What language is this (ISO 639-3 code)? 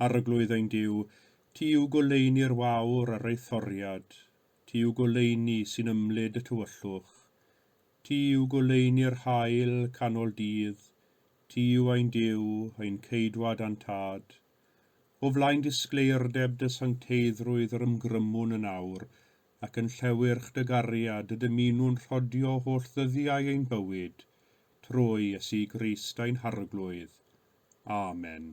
cym